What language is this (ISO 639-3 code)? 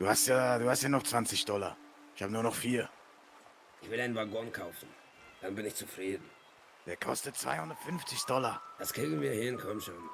gsw